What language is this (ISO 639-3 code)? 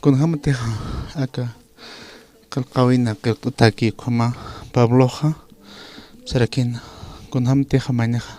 aym